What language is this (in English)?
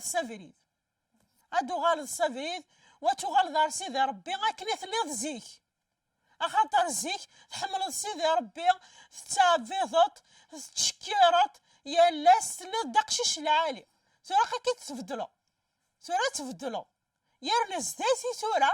Kabyle